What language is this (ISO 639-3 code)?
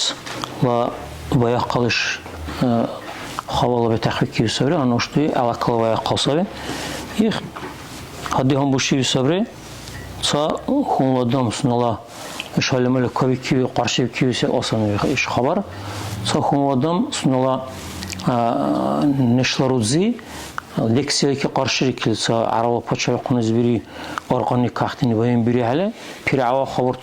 dar